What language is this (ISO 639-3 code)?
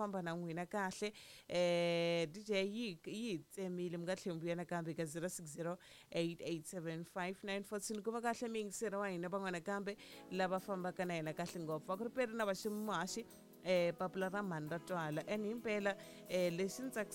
tso